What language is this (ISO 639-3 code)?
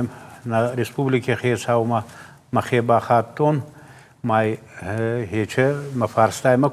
oss